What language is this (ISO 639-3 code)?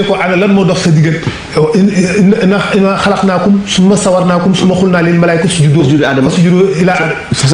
wol